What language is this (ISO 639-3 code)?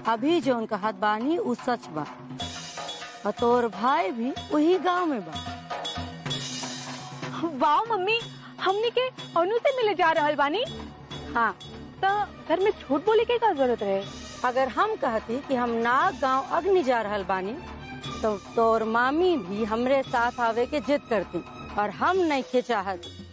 bho